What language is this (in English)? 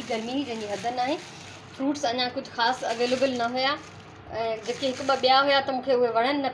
Sindhi